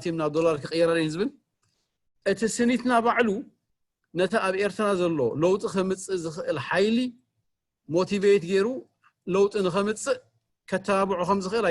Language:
Tigrinya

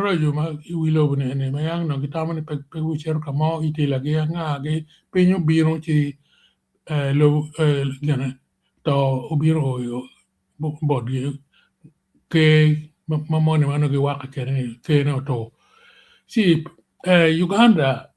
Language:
Acoli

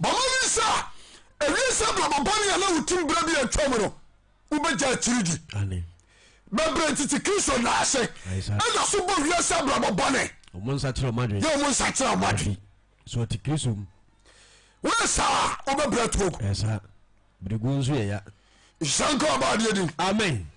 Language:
Akan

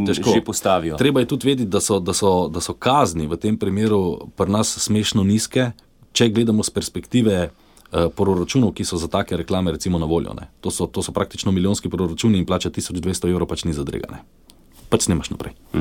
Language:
Slovenian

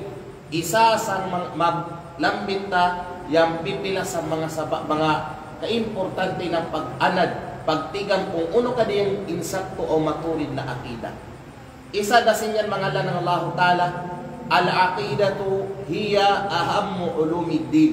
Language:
Kalagan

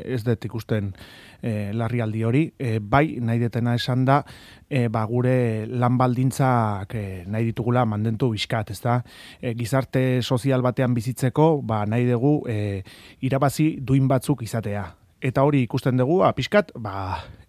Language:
Basque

